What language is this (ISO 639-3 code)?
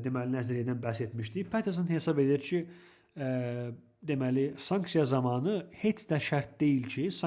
aze